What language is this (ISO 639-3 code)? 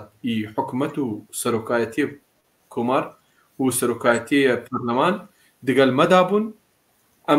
kur